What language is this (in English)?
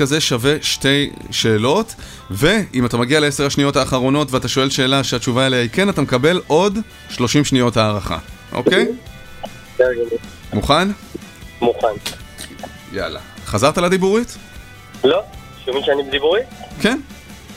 Hebrew